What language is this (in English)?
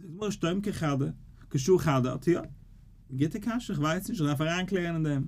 Yiddish